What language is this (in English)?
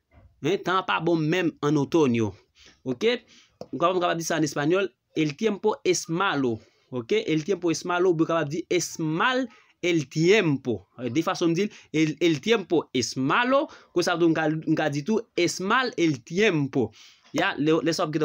Haitian Creole